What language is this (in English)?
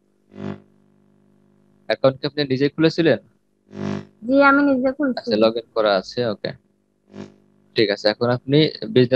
Bangla